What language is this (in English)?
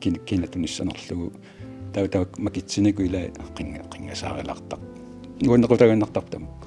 Kalaallisut